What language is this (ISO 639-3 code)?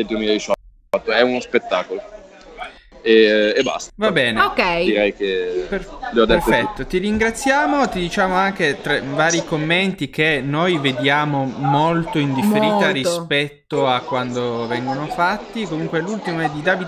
ita